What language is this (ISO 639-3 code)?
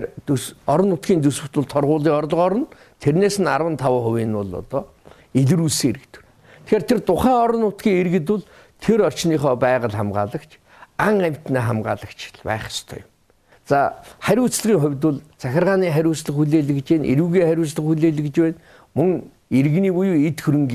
mon